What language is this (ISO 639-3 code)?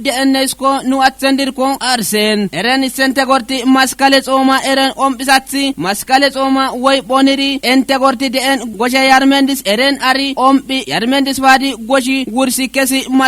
kbr